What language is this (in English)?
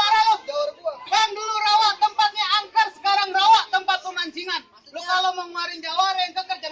Betawi